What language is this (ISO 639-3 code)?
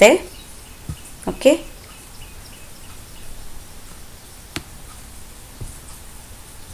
kan